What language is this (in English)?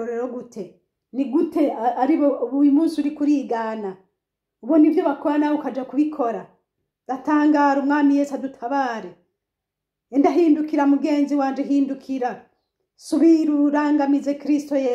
Rundi